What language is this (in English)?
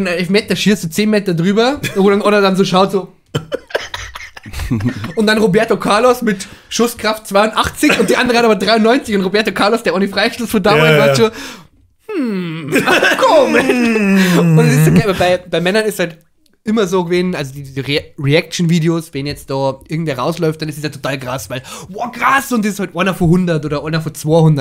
Bavarian